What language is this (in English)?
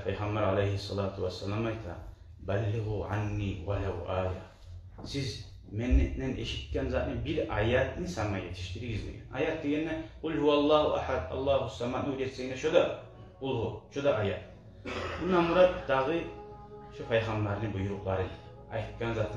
Kumyk